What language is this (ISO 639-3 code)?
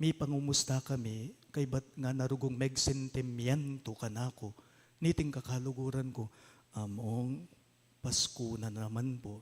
pam